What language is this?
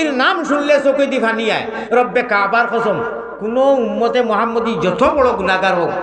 Sylheti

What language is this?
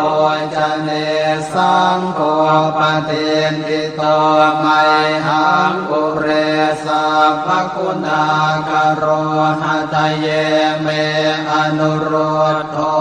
Pali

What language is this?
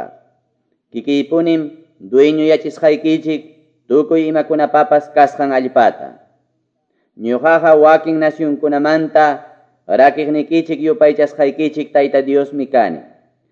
Quechua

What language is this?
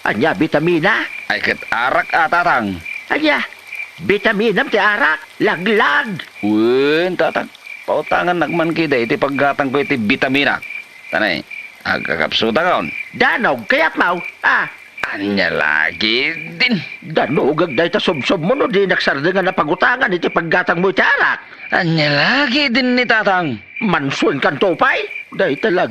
Iloko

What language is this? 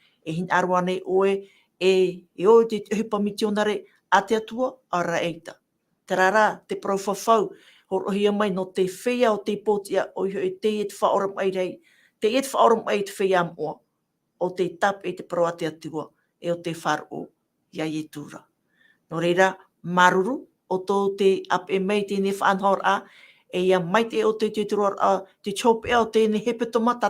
Tahitian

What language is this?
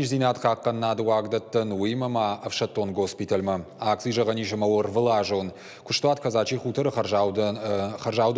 Ossetic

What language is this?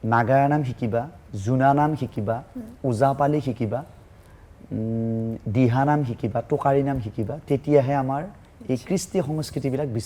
Assamese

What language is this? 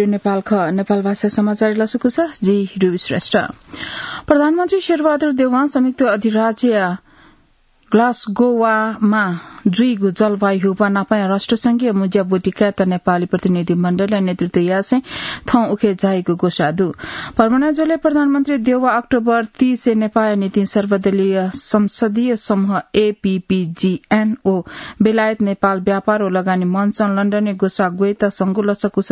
Newari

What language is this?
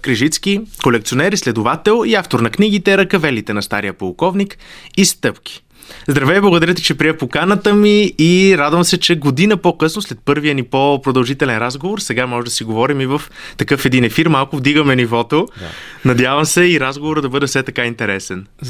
Bulgarian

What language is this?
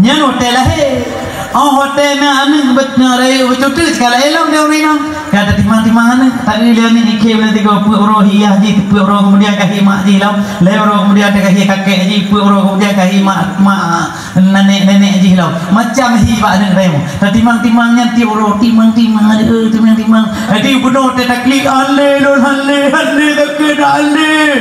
Achinese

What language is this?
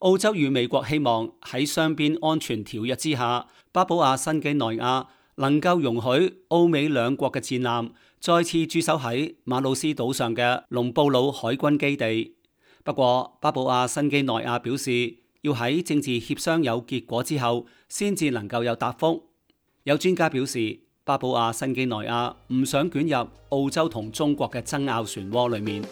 Cantonese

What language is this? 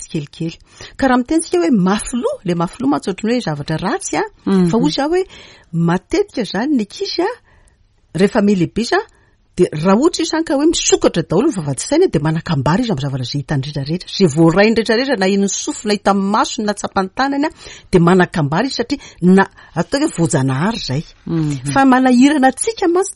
Malagasy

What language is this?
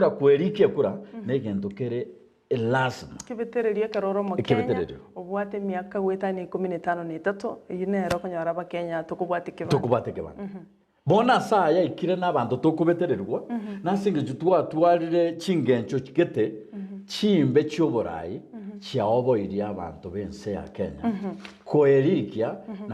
Gusii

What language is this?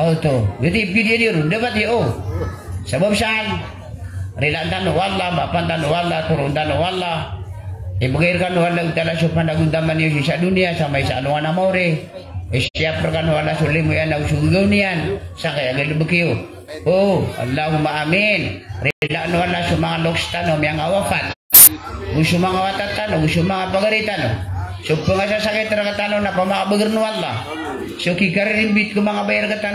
Maranao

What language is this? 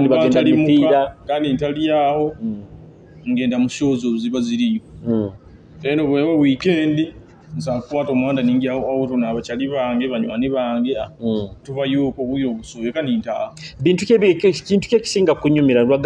Nyoro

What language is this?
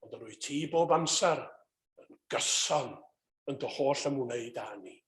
Welsh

